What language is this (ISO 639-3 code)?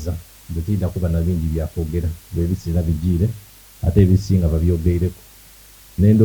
xog